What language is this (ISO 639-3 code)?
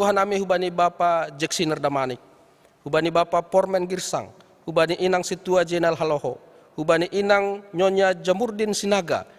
bts